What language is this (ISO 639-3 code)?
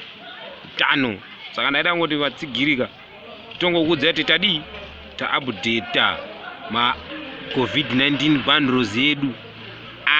sna